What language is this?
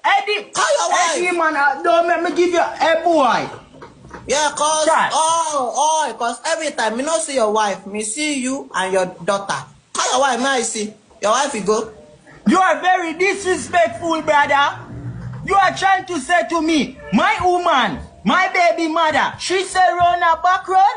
Jamaican Creole English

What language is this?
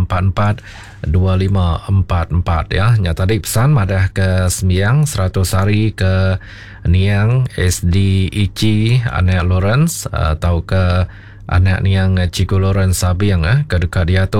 Iban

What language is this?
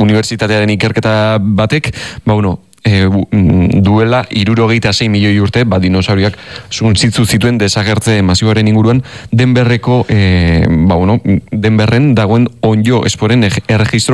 Basque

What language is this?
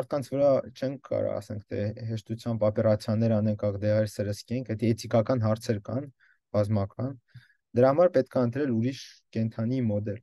Armenian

